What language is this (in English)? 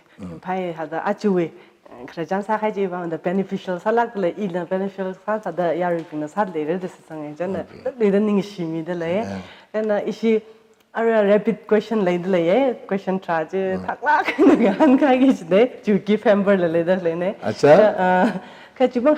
Tangkhul Naga (India)